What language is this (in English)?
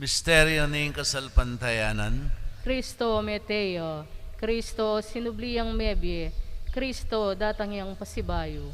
Pampanga